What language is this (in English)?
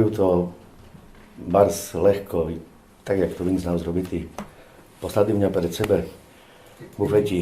Rusyn